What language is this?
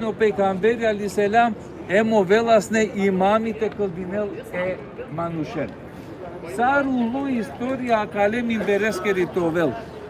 Balkan Romani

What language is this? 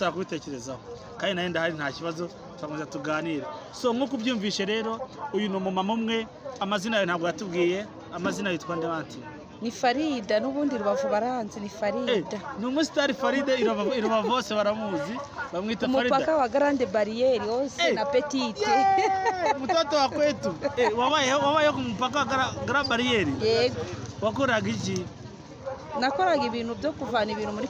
Kinyarwanda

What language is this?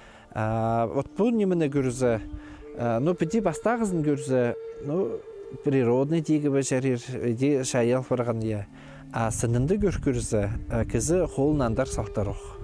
Khakas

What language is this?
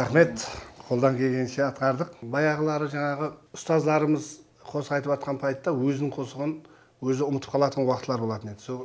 Kara-Kalpak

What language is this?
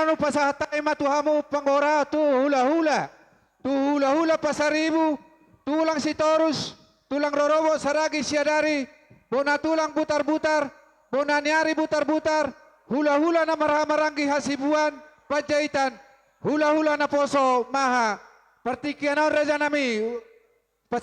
Batak Toba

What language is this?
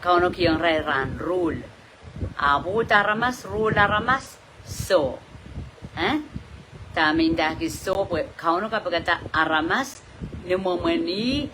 Pohnpeian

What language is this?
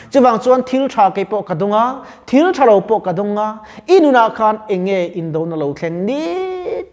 Mizo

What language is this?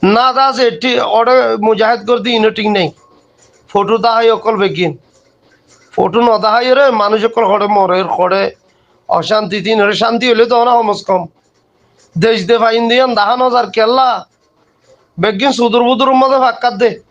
Rohingya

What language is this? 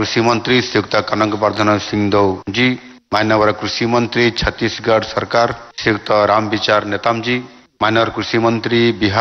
Hindi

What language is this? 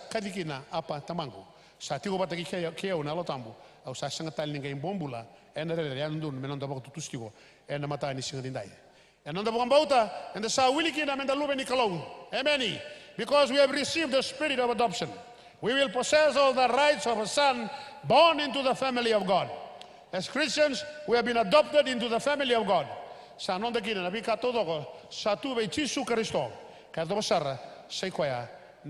Fijian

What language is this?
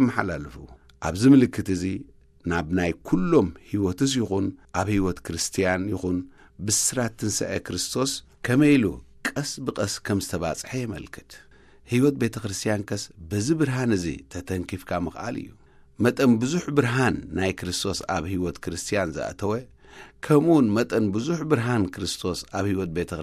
Tigrinya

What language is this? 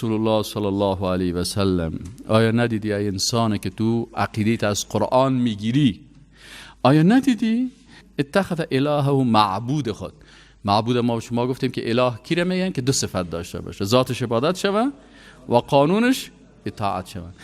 Persian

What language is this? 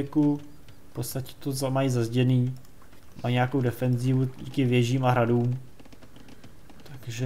Czech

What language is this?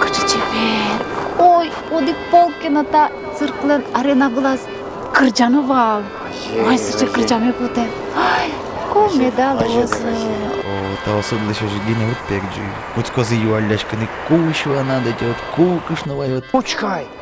Udmurt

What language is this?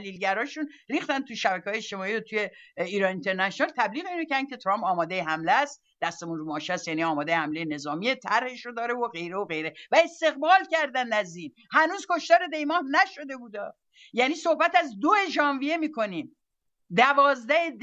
Persian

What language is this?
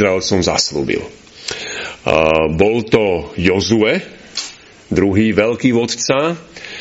Slovak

